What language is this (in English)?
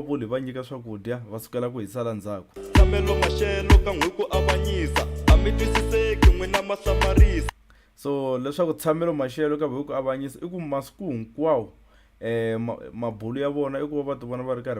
Tsonga